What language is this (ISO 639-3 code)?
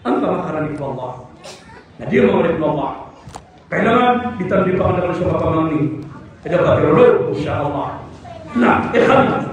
mrw